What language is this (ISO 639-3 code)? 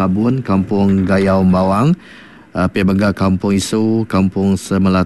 iba